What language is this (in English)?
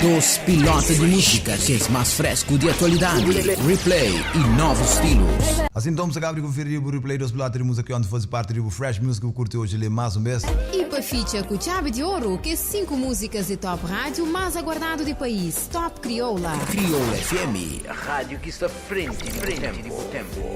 Kabuverdianu